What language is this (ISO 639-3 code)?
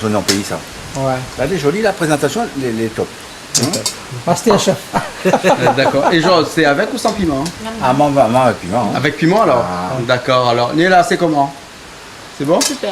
rcf